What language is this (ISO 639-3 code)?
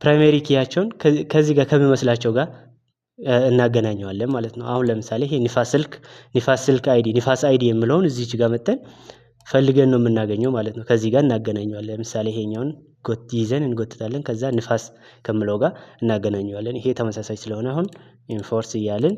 amh